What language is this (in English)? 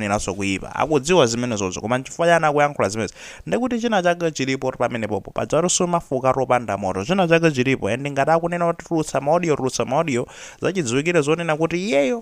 Nyanja